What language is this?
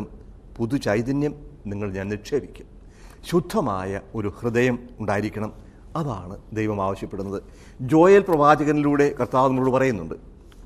Malayalam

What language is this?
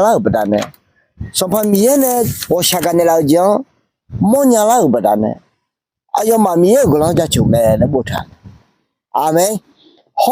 Akha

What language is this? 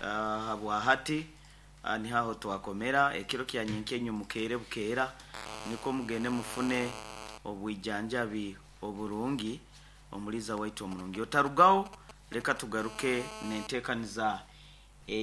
Nyoro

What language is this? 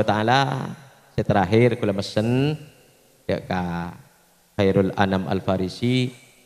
Madurese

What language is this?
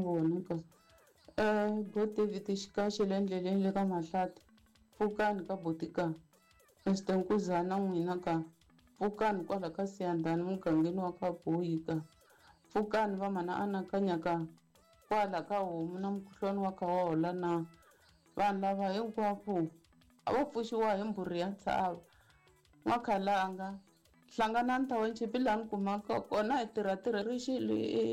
Tsonga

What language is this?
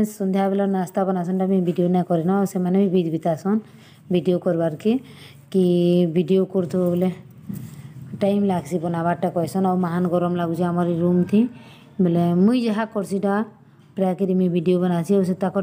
Sambalpuri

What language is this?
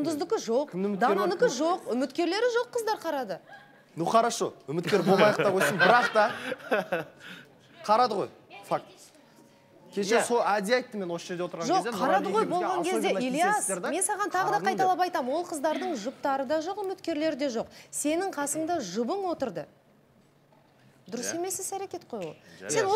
Kazakh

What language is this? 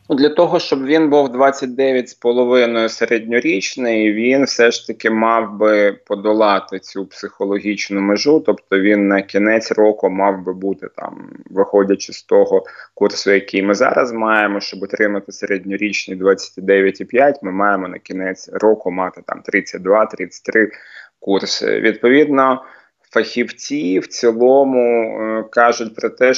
Ukrainian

